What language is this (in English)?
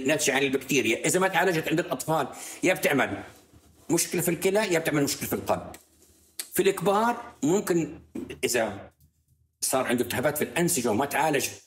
North Levantine Arabic